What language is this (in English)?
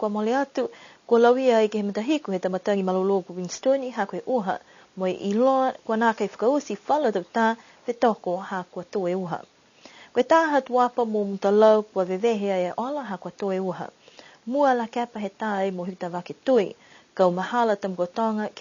Niuean